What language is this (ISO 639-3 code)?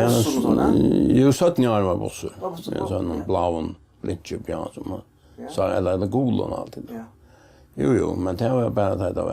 fao